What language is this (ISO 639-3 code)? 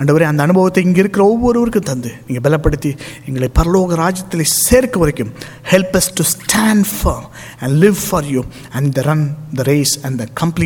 tam